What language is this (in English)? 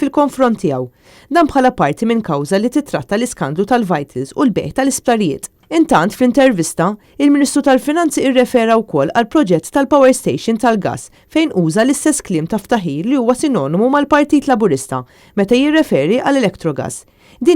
Maltese